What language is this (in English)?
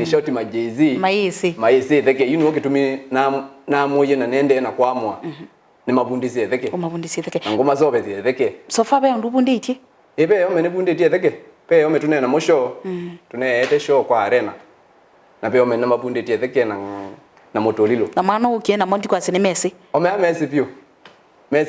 Kamba